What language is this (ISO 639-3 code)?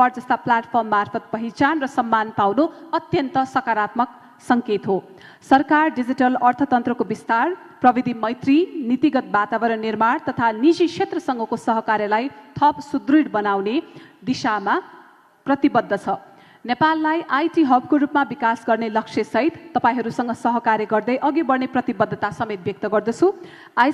nep